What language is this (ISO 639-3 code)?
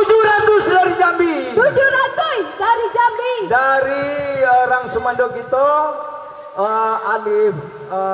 min